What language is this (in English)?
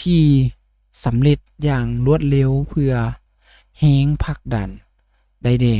Lao